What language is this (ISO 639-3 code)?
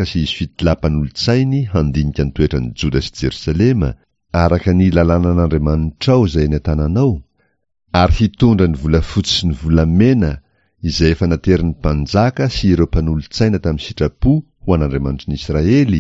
mlg